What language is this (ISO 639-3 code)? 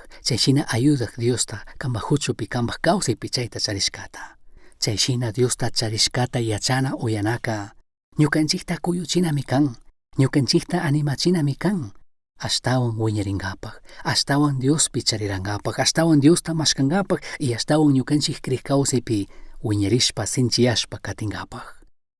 qug